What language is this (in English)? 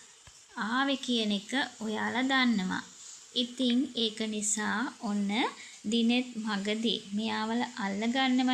Sinhala